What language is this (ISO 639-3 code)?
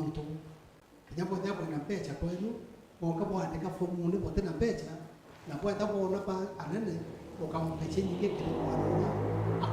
mer